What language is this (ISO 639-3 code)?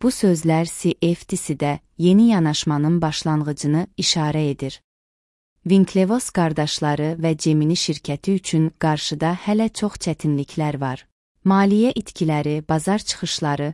aze